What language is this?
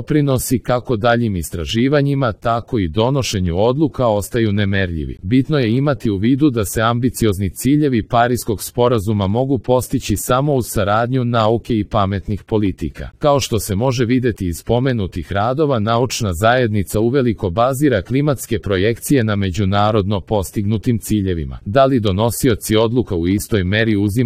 Serbian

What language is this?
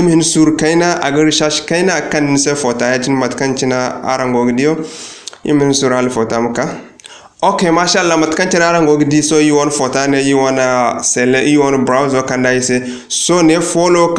Zarma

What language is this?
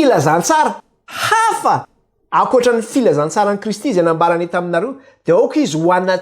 Malagasy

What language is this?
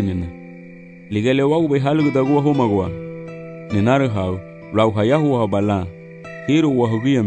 Garifuna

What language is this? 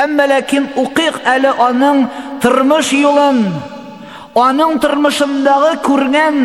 Tatar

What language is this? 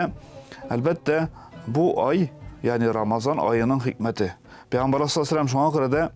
Tatar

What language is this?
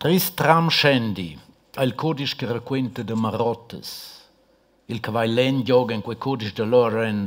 Romansh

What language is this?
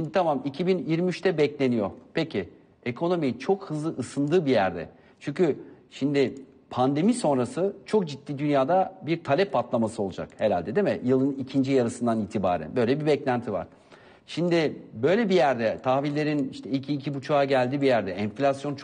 Turkish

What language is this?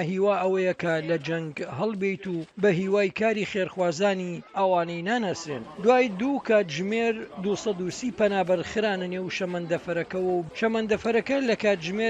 Central Kurdish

